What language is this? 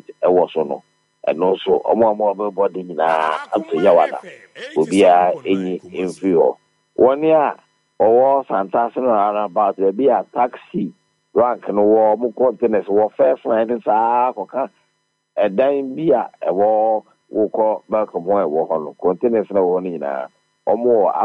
Akan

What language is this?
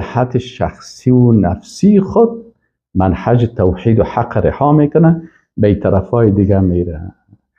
Persian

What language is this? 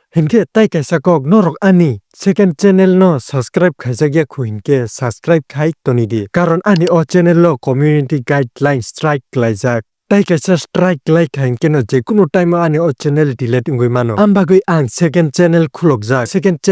Kok Borok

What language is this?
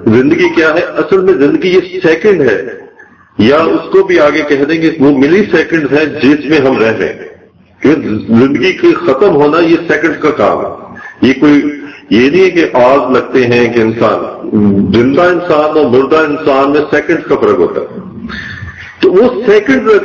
Urdu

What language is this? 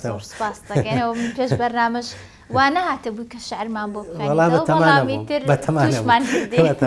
Central Kurdish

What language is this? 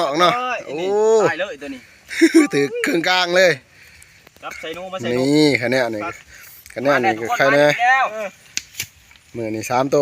Lao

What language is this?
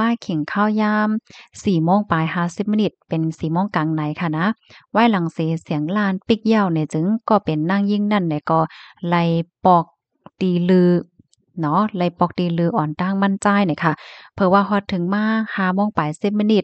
Shan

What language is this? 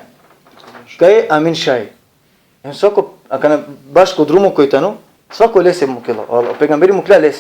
Balkan Romani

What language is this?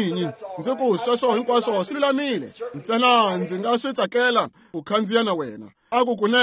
Tsonga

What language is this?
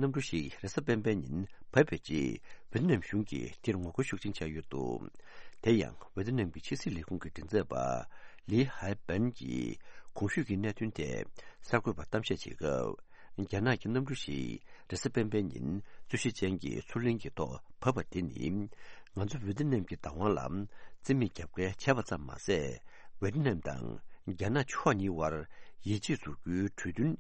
Tibetan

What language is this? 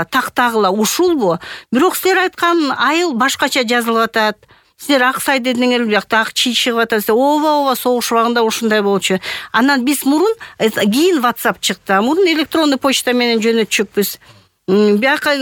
Kyrgyz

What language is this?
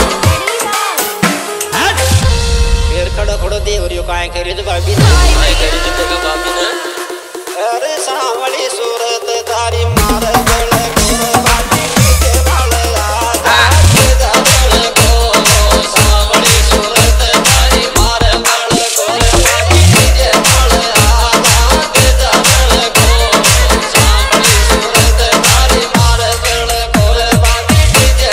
Bhojpuri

